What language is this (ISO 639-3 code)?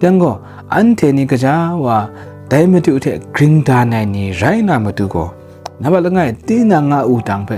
kac